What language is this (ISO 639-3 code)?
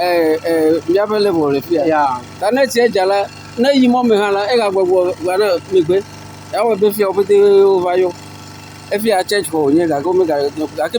ewe